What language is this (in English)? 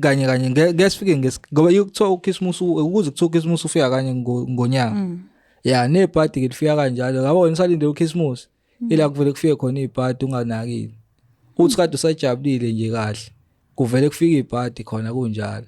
Zulu